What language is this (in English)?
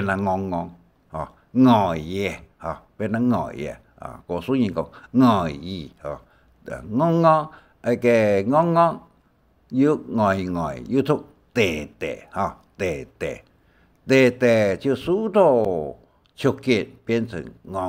Hakka Chinese